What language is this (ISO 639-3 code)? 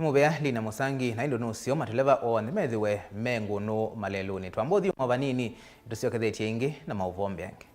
kam